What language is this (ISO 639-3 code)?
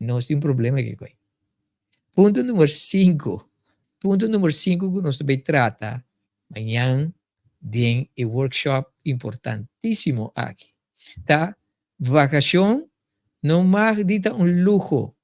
pap